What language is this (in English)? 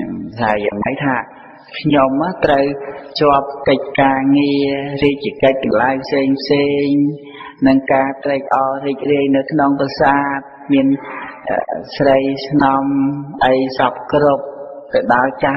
Khmer